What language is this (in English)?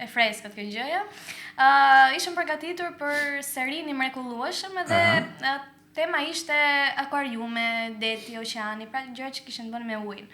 Albanian